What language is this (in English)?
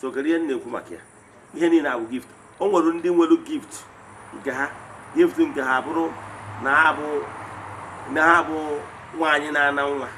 Igbo